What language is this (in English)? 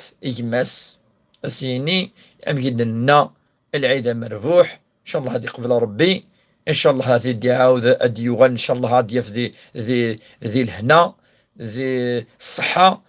Kabyle